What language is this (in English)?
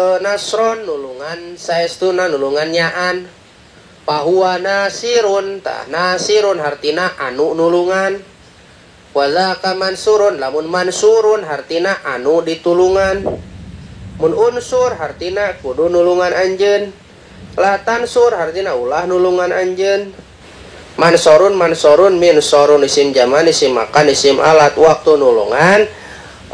Sundanese